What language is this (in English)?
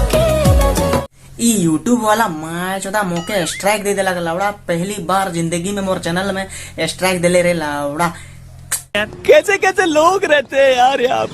Sadri